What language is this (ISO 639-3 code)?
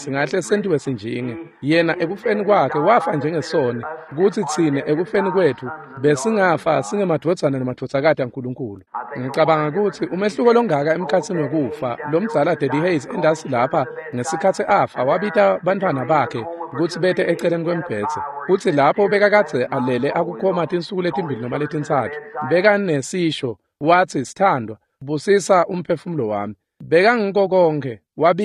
ssw